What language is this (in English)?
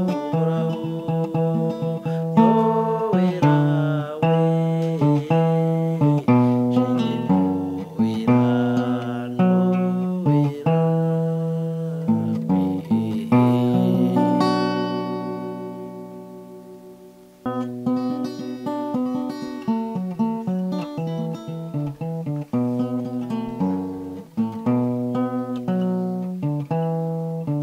Kinyarwanda